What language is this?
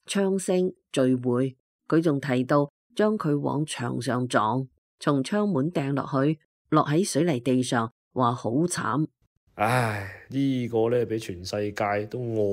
Cantonese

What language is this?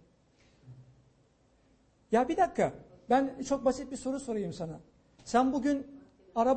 Turkish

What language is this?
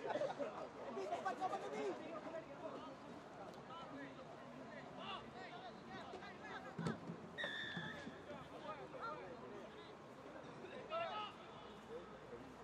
Malay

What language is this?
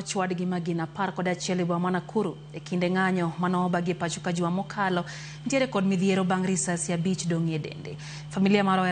Luo (Kenya and Tanzania)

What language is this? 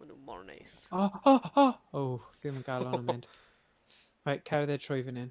Welsh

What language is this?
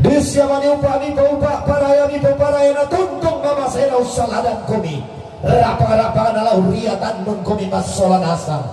Toraja-Sa'dan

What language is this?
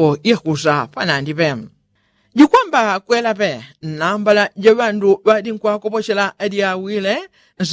Yao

